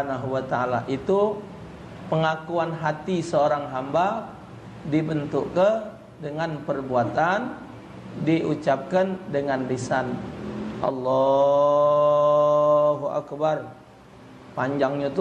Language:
Musi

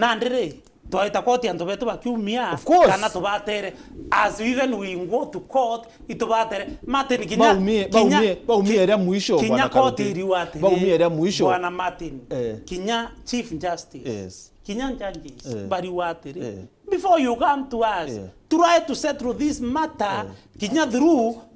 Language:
Meru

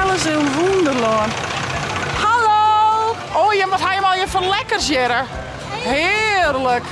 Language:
Western Frisian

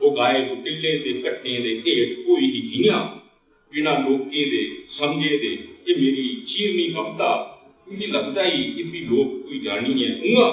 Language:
Dogri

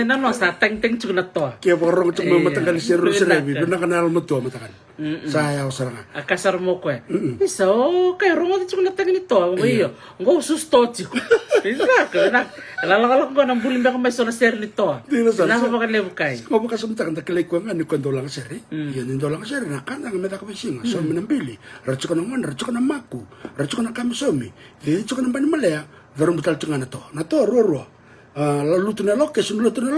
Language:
Fijian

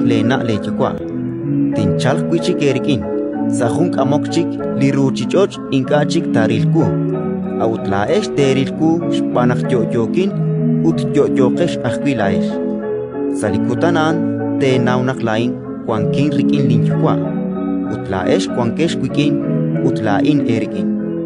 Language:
Kekchí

